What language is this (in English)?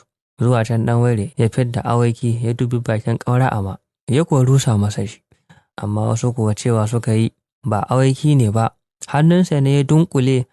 Hausa